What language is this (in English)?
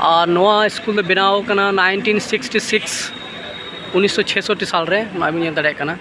Santali